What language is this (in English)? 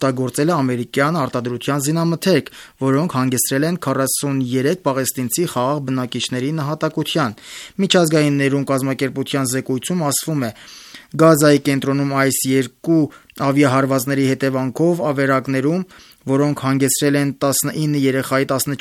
Armenian